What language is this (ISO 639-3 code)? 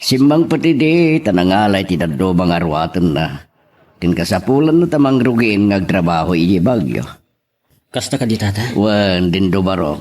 ilo